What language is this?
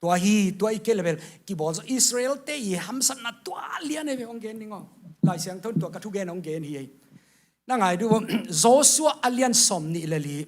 Tedim Chin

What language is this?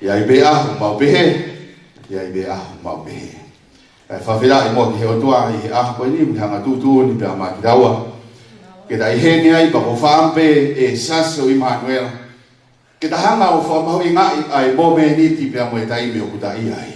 Tongan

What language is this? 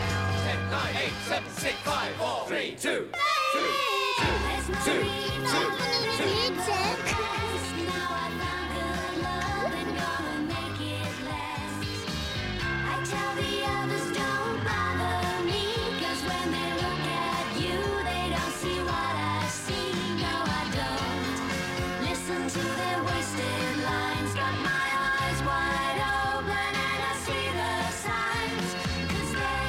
Dutch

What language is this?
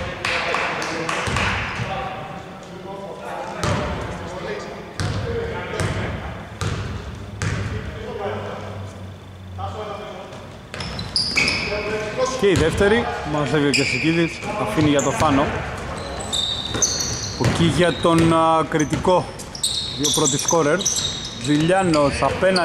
Greek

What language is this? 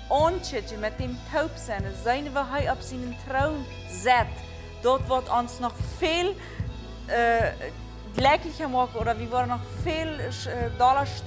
Plautdietsch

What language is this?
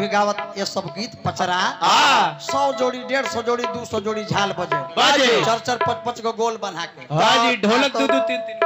Bhojpuri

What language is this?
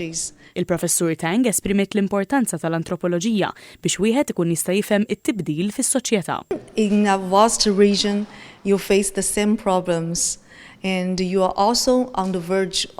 Maltese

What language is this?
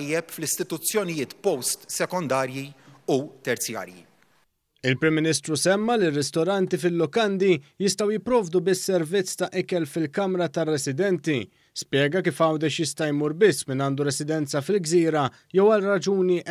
Maltese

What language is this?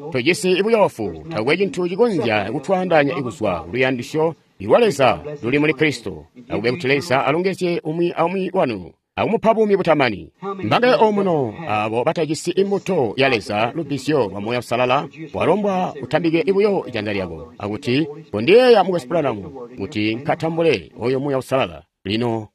Tonga (Zambia)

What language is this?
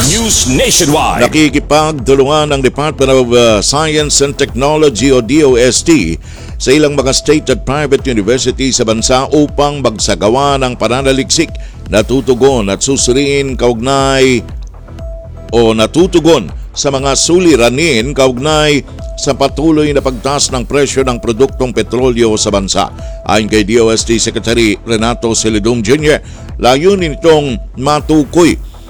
Filipino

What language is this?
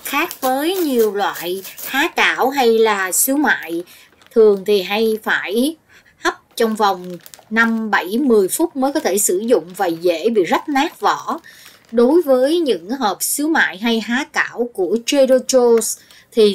Vietnamese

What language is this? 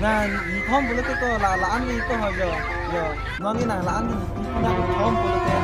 Karbi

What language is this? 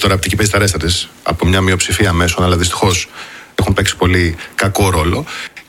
Greek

